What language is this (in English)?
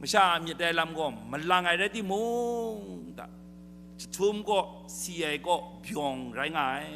Kachin